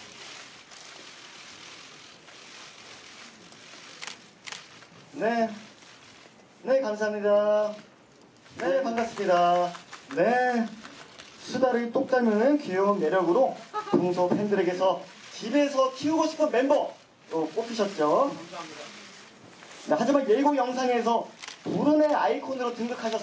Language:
Korean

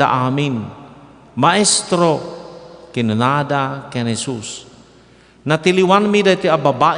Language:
Iloko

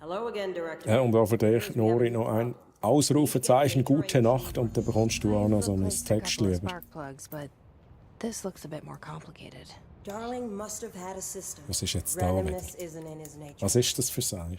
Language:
Swiss German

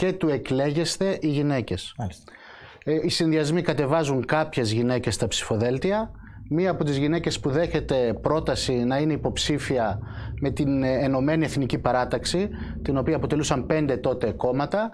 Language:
Greek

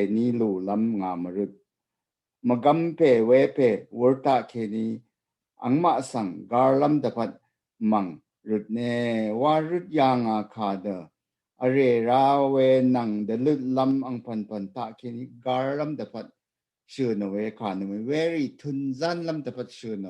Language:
Rawang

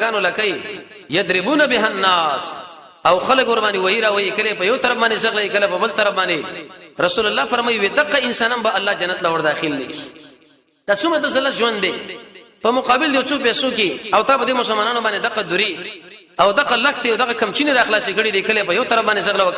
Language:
Pashto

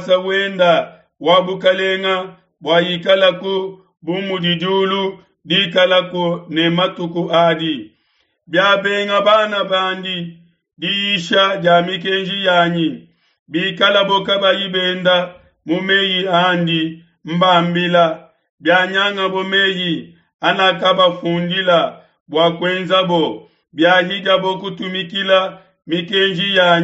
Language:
Luba-Lulua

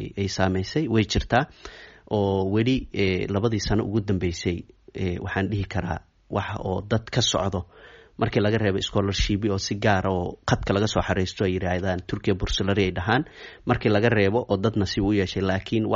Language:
Somali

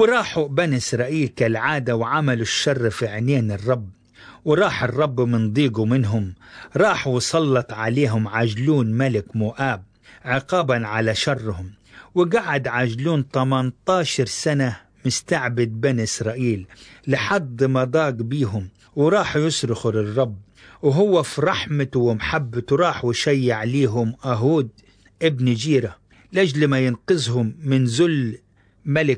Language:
Egyptian Arabic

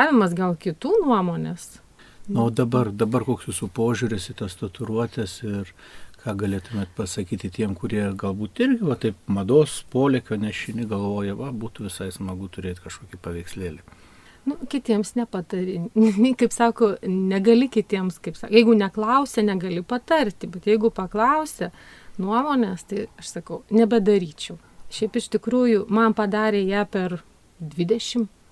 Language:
Lithuanian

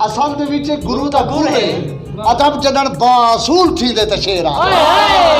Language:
Saraiki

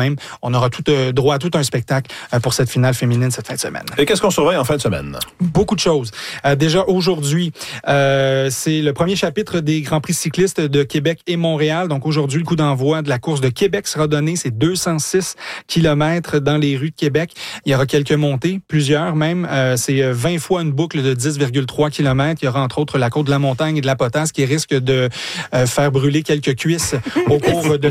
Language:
French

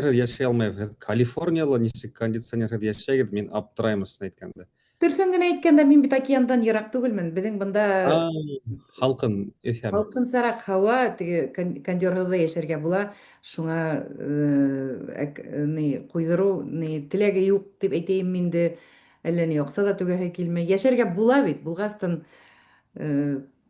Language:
Bashkir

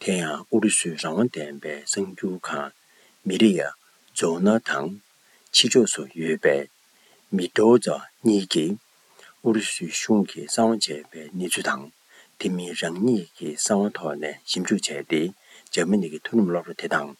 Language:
Tibetan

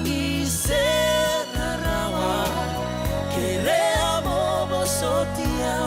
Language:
Fijian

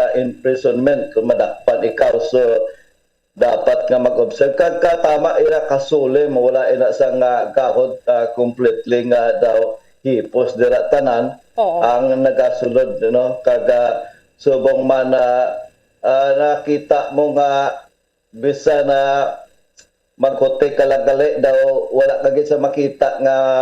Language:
Hiligaynon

